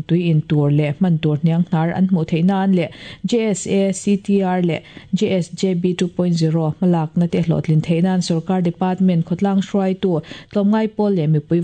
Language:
Mizo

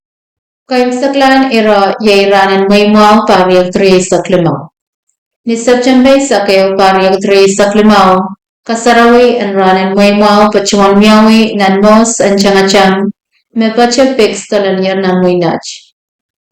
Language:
Pohnpeian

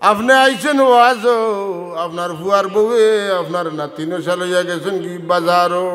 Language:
Sylheti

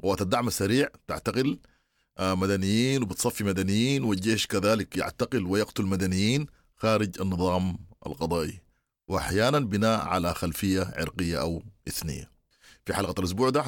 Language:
Sudanese Arabic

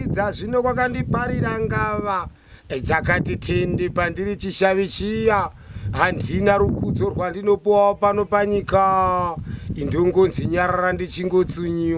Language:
Shona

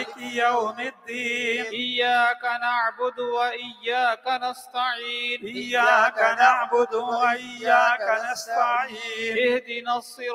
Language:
Urdu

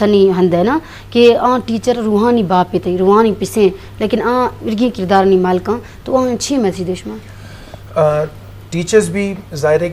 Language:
Eastern Balochi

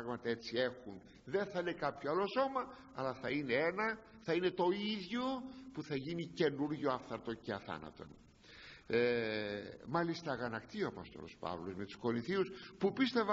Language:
Greek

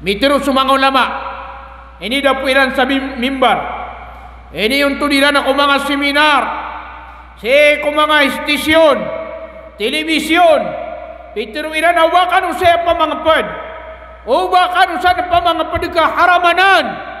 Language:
Maranao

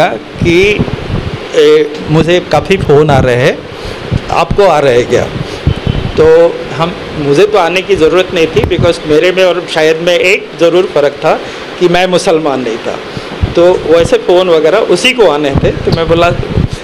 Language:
Hindi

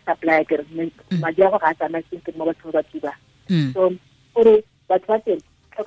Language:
Tswana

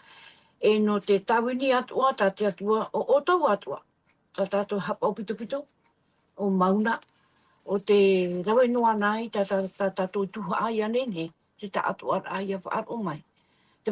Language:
Tahitian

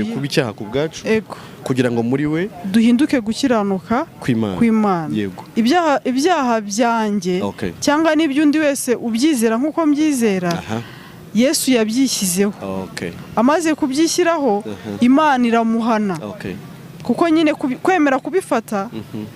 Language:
Kinyarwanda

